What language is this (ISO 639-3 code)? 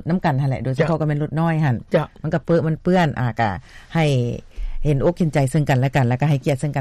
lao